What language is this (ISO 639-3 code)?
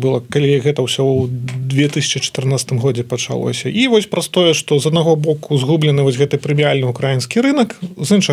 bel